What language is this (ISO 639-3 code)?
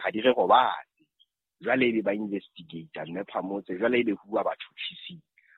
sot